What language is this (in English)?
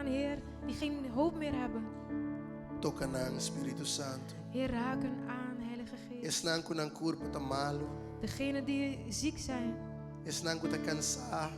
Papiamento